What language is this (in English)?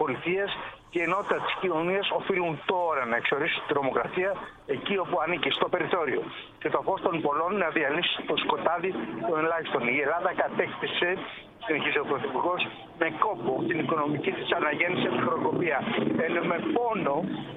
Greek